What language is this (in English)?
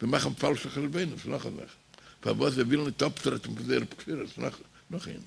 Yiddish